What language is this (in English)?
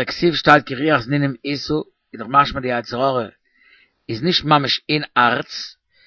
Yiddish